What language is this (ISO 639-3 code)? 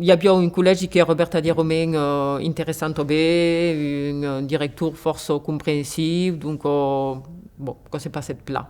oci